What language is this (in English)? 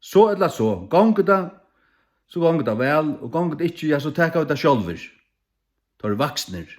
Faroese